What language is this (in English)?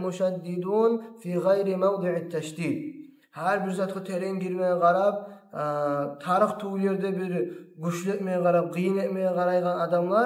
Kumyk